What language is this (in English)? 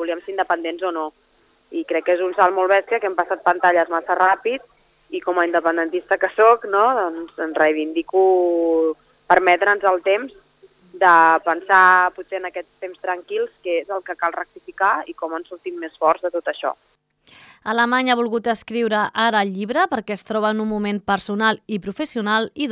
Catalan